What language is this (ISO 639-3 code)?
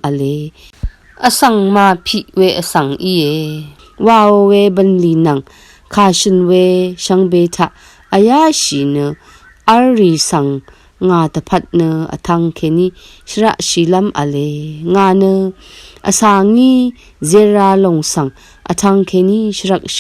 raw